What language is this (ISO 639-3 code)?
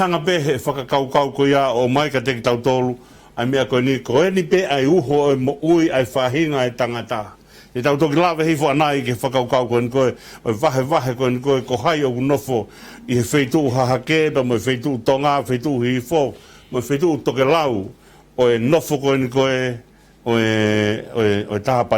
ton